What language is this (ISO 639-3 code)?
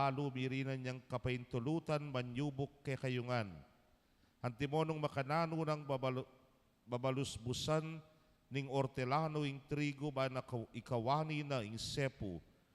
pam